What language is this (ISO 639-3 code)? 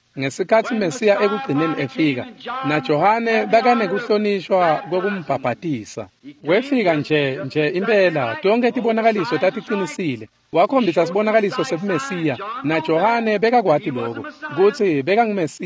ssw